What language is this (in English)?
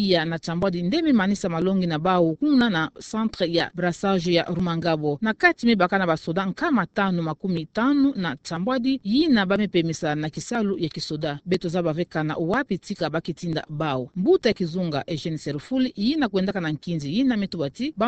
Kituba (Democratic Republic of Congo)